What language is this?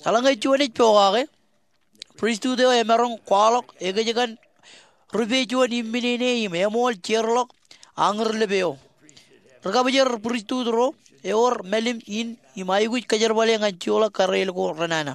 Marshallese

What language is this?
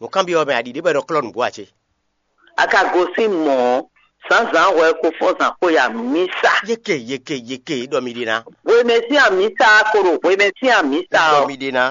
Fon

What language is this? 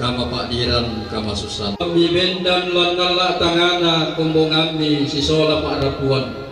Toraja-Sa'dan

